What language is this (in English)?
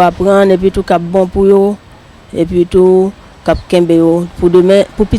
Haitian Creole